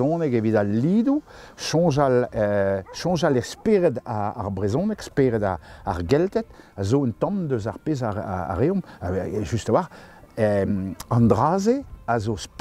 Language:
Breton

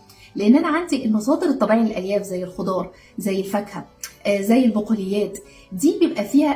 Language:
Egyptian Arabic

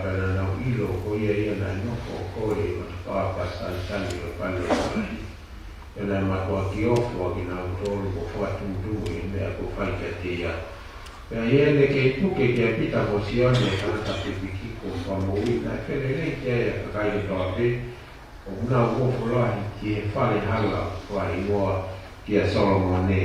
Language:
Tongan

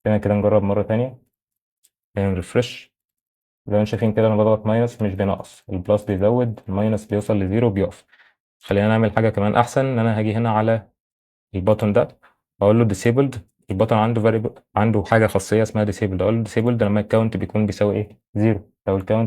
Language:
Egyptian Arabic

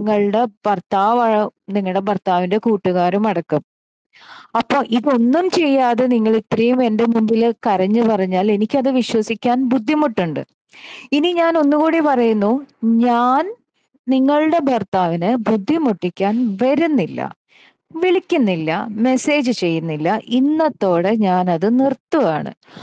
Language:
Malayalam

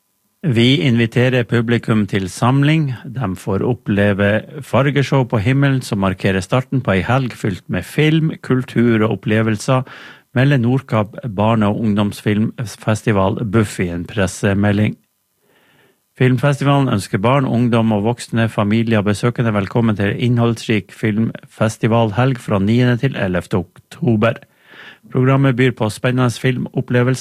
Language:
Norwegian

